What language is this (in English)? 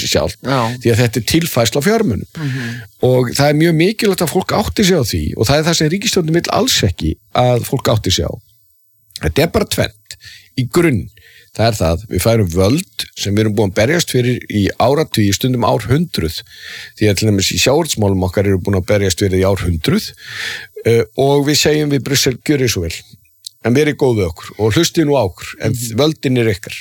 Icelandic